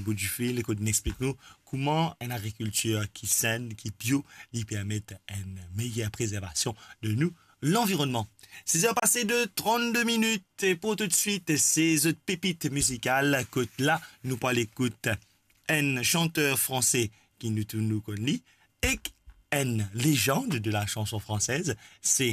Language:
Morisyen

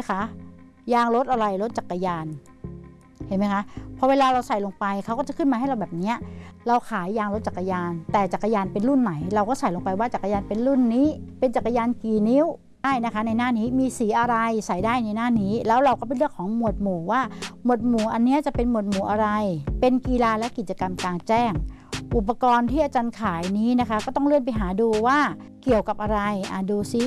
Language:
Thai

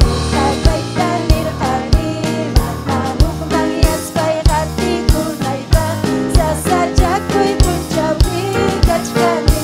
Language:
Ayacucho Quechua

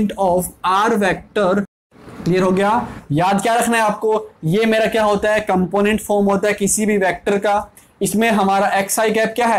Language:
Hindi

